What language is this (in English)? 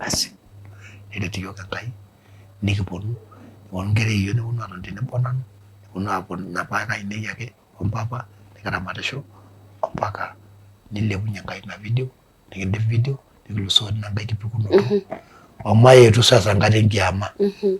Masai